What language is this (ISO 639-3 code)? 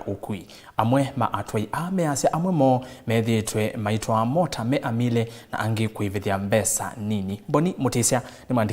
kam